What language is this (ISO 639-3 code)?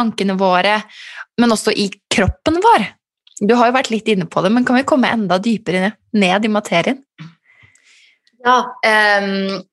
nor